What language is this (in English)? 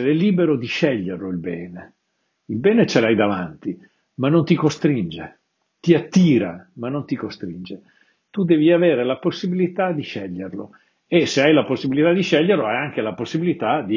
Italian